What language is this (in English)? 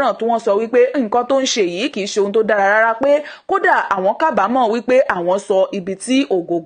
Yoruba